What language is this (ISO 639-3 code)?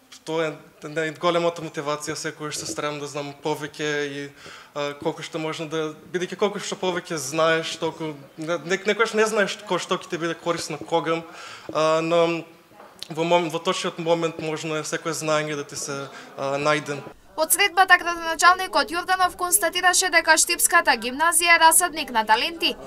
mkd